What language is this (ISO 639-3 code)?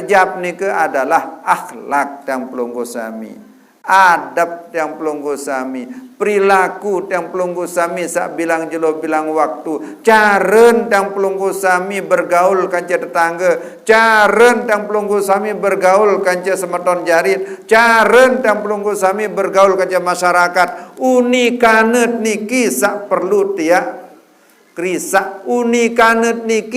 sas